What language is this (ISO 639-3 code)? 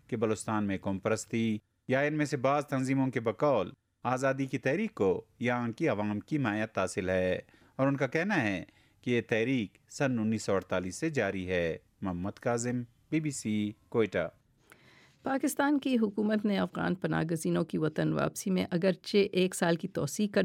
urd